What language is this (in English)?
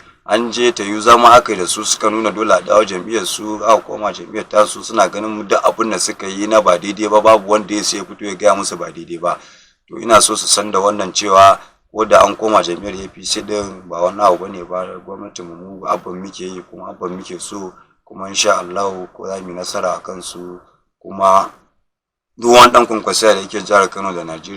Hausa